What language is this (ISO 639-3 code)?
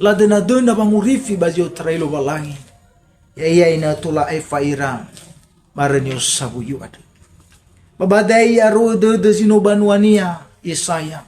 nia